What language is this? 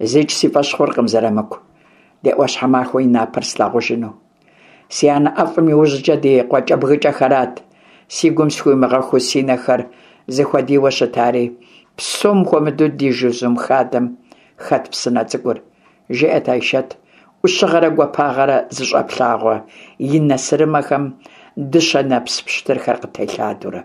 Kabardian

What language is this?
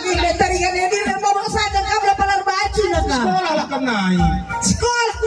Batak Karo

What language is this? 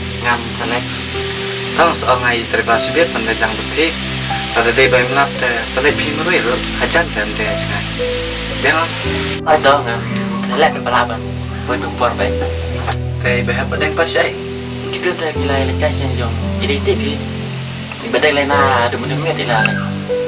Khasi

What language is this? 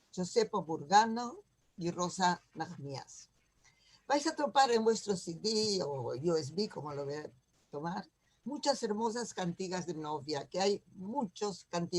Ladino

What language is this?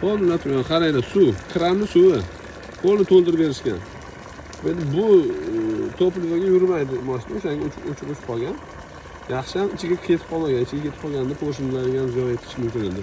Uzbek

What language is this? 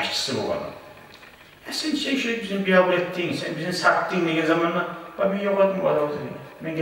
Kumyk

